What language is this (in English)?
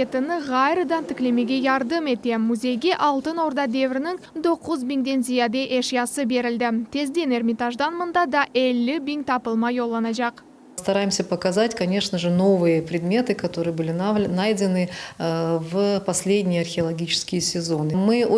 Crimean Tatar